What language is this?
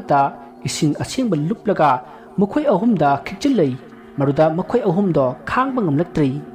Manipuri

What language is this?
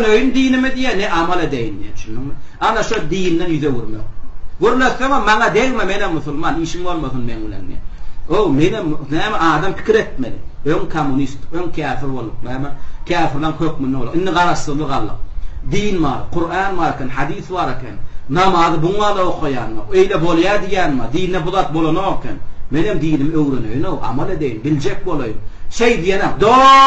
Turkmen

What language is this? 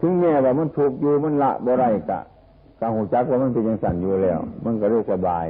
Northeastern Thai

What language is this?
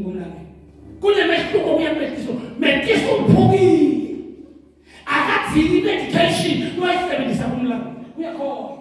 Zulu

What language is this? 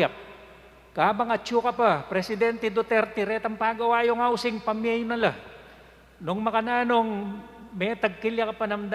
Pampanga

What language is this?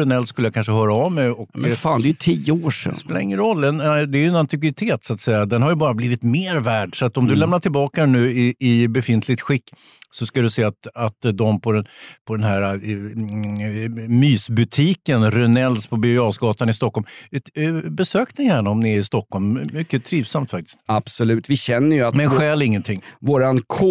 Swedish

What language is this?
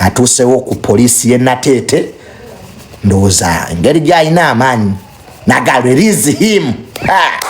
Ganda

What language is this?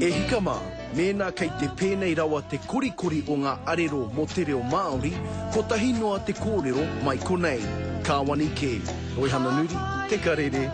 Māori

